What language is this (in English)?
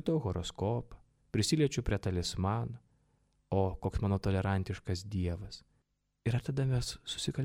Lithuanian